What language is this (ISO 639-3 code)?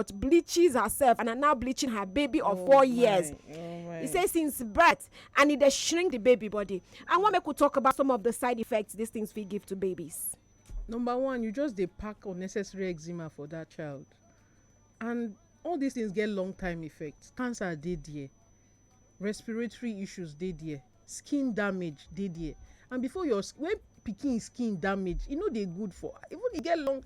pcm